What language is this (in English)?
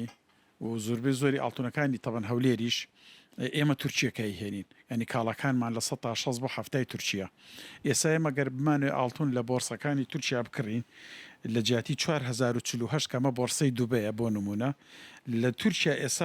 Central Kurdish